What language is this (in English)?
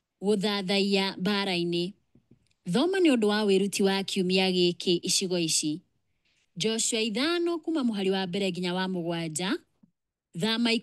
Kikuyu